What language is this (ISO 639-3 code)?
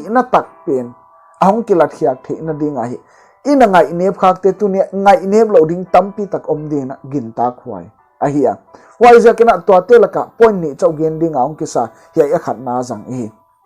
pck